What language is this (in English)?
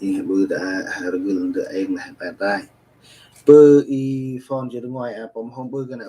Central Mnong